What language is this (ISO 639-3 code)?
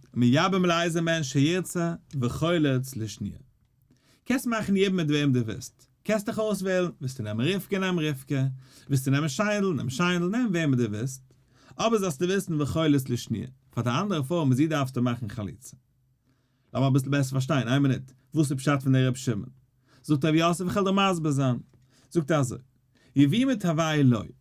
yid